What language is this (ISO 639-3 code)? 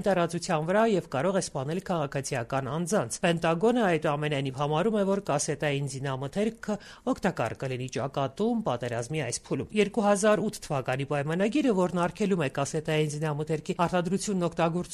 hye